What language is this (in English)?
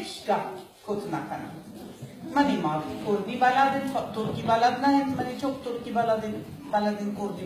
Baluchi